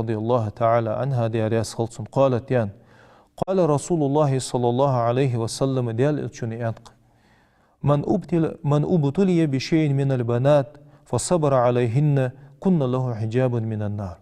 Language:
Ingush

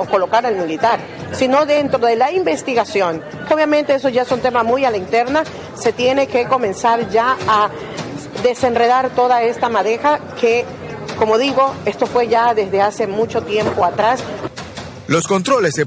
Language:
Spanish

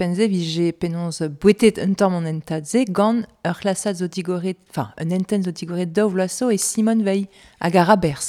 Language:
Breton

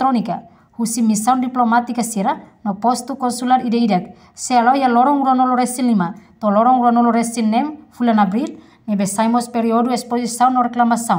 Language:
Tetum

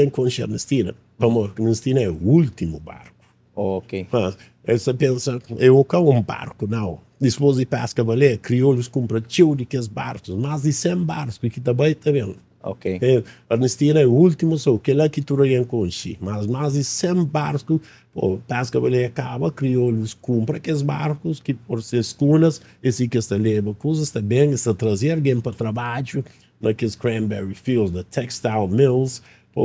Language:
Kabuverdianu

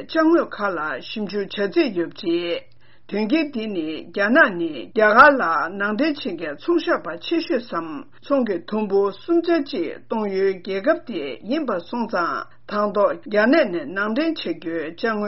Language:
Tibetan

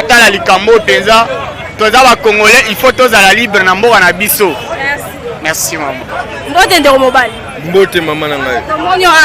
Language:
Lingala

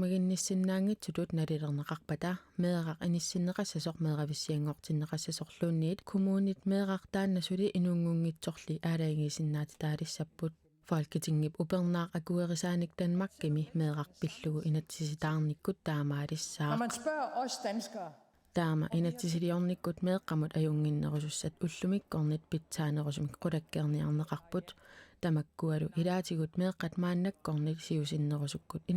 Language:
Kalaallisut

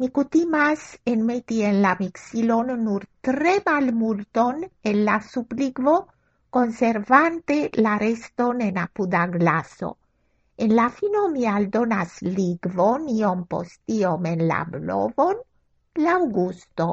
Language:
Esperanto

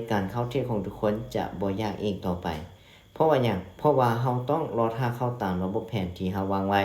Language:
Lao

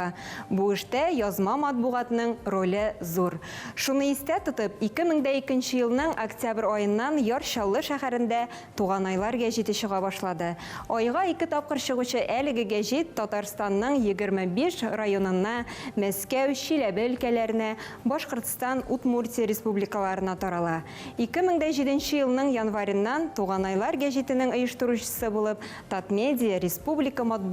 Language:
Tatar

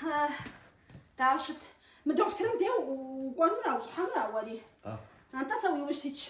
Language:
Kabardian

